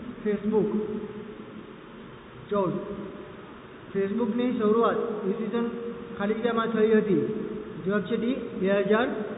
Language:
Gujarati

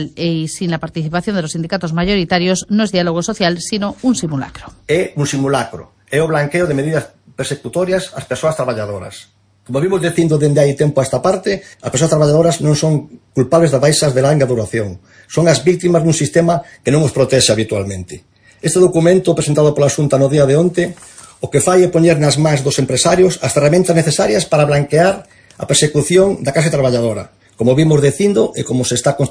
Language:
Galician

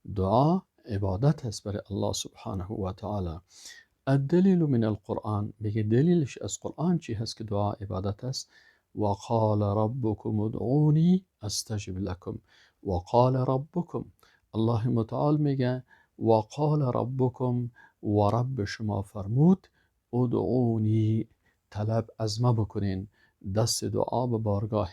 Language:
Persian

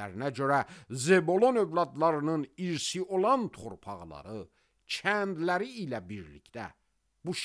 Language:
Azerbaijani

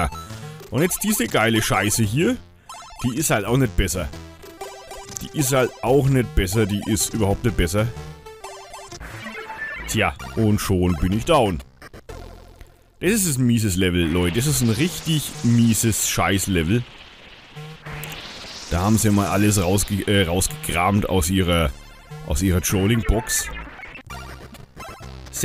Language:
German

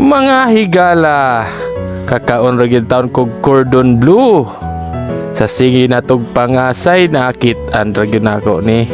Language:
Cebuano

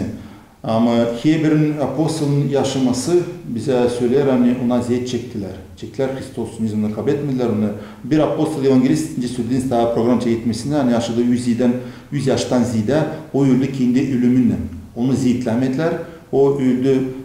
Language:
Gagauz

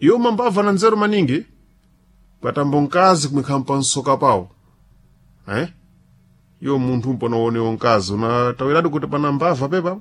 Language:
Sena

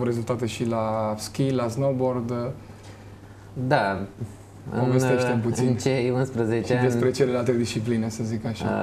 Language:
Romanian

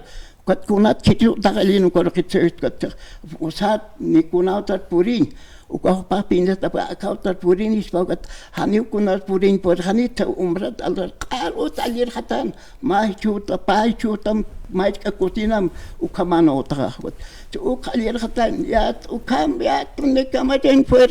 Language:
Aymara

